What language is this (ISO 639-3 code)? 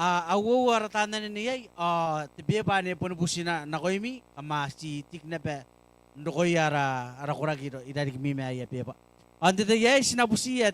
gil